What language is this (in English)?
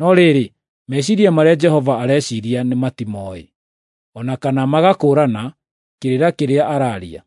Kikuyu